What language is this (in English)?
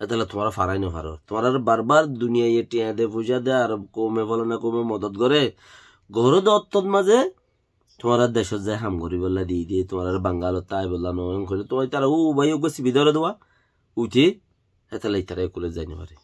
Rohingya